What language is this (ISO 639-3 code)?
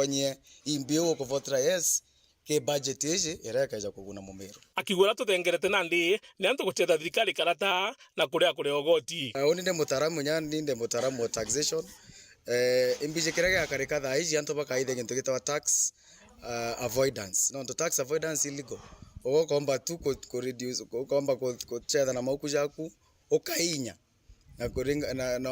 mer